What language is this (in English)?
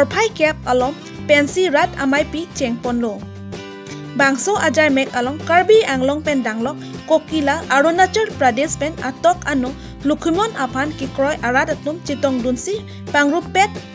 Karbi